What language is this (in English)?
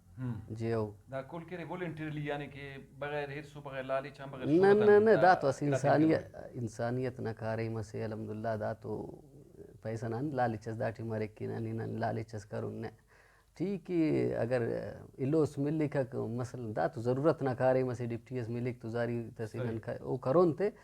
Brahui